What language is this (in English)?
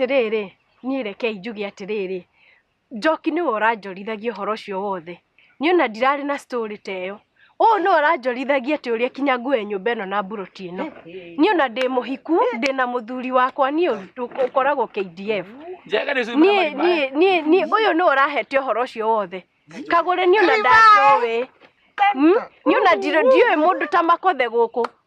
Kikuyu